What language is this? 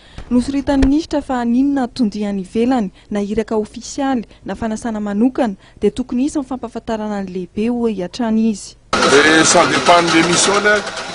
Malagasy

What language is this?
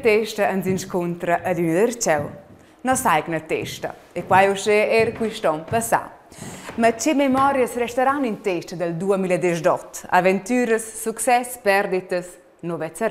Romansh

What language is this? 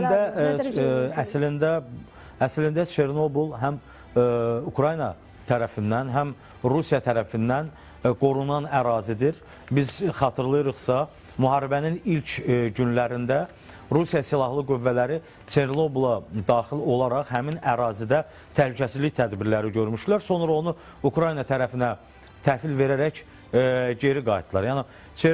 Azerbaijani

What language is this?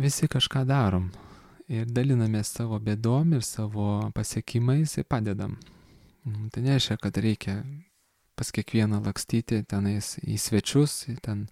Lithuanian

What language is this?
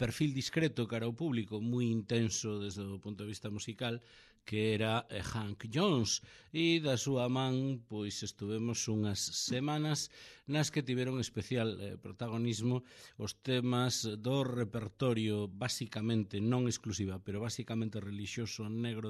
Galician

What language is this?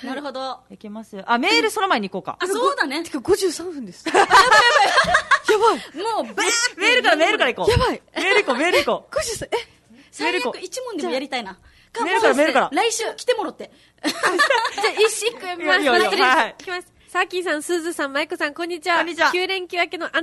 Japanese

